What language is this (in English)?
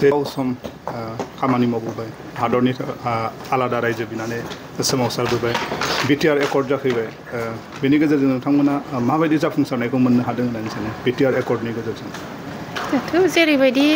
Bodo